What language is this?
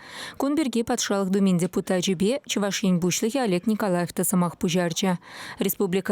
Chuvash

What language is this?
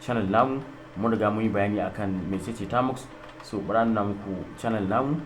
Hausa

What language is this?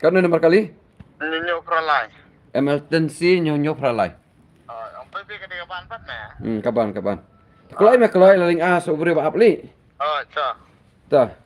Khasi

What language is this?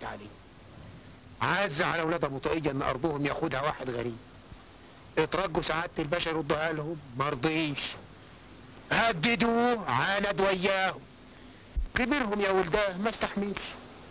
Egyptian Arabic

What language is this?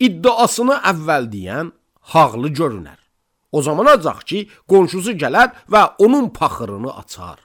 Azerbaijani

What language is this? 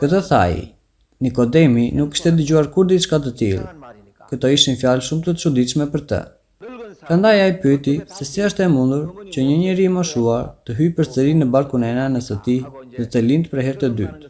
Albanian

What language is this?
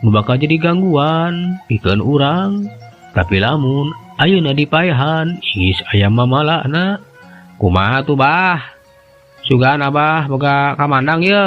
Sundanese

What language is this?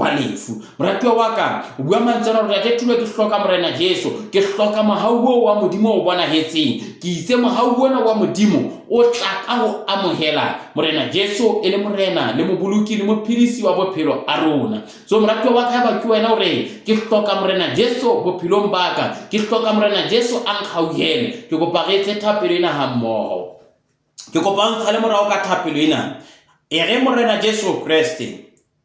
Southern Sotho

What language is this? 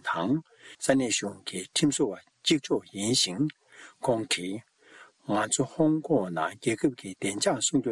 Tibetan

